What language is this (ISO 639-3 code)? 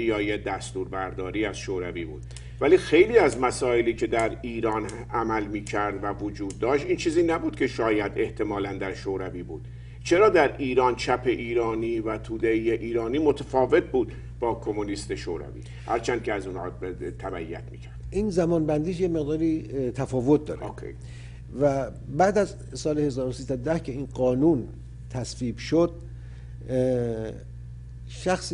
fas